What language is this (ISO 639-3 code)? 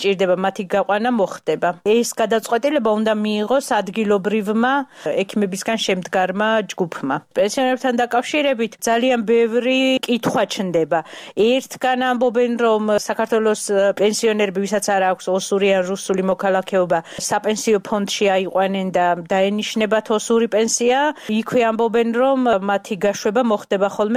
kat